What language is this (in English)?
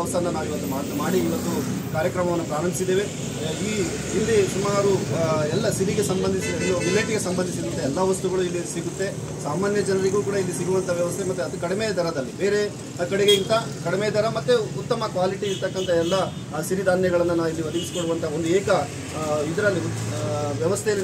Kannada